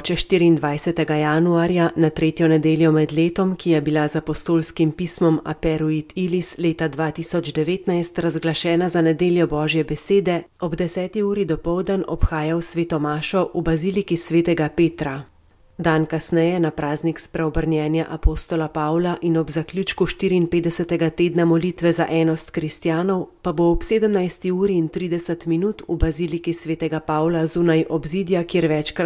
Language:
Slovenian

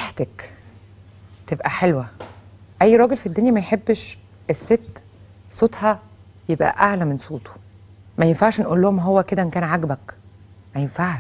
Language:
Egyptian Arabic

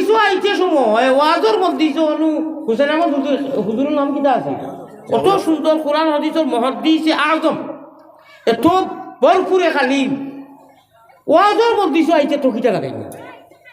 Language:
Sylheti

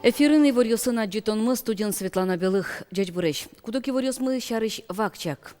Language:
Udmurt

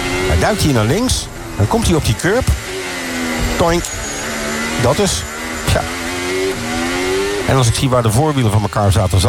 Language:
Dutch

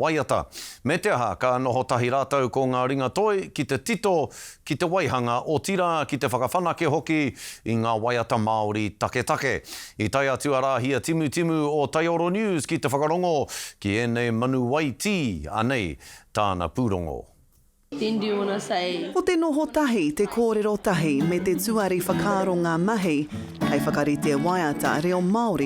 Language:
Māori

